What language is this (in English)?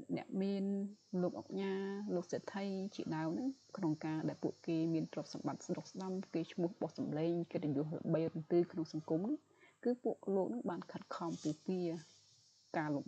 Khmer